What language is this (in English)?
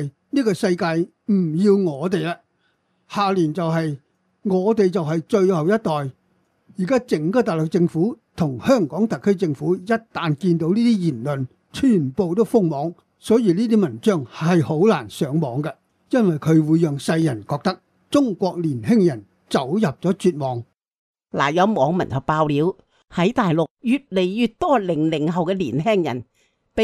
Cantonese